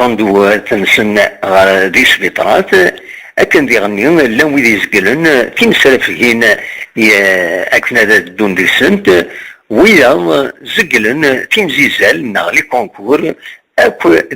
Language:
Kabyle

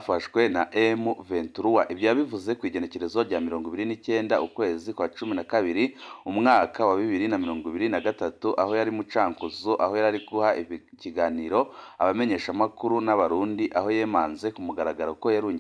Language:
Rundi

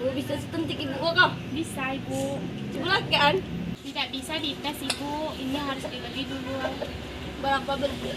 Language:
Minangkabau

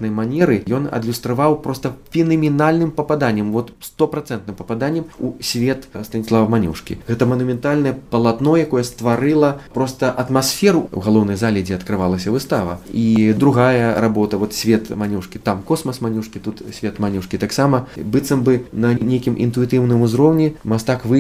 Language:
Belarusian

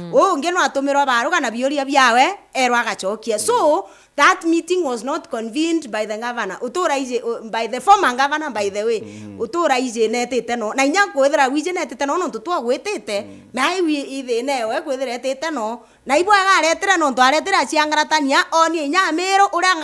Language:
Meru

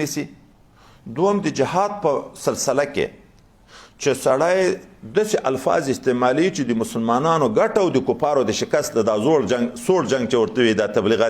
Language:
Pashto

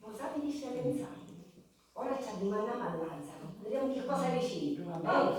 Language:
Sicilian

